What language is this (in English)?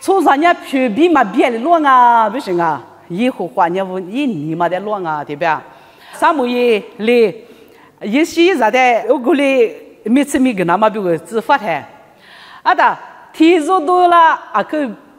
Lisu